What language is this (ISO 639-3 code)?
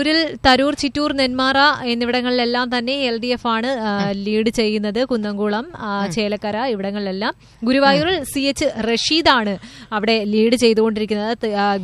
mal